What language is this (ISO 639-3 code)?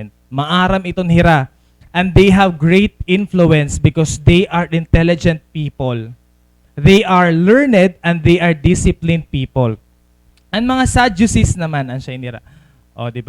war